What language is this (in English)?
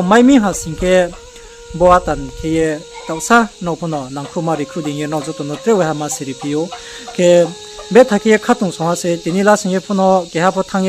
Riang (India)